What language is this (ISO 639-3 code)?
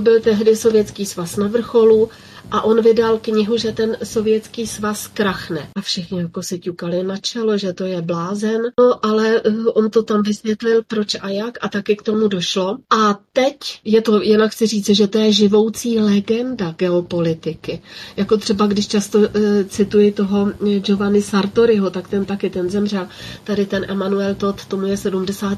ces